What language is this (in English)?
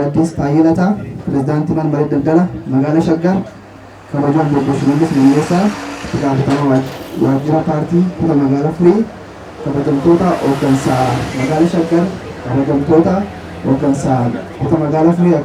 Oromo